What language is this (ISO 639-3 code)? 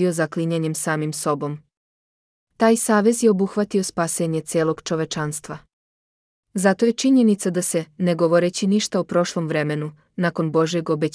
srp